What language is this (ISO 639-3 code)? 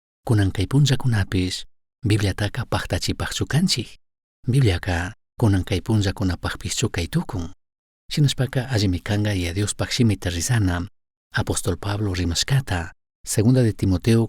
qug